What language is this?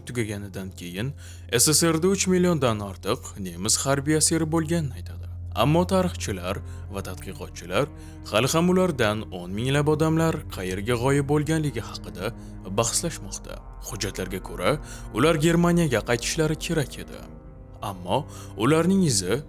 Uzbek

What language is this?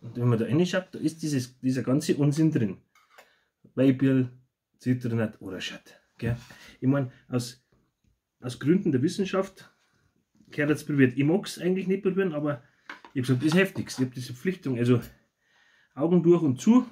Bavarian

